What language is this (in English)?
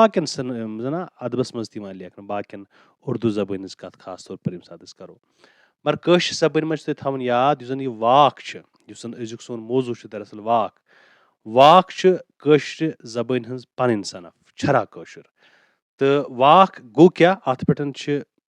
Kashmiri